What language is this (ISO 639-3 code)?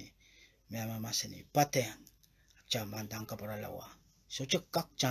pon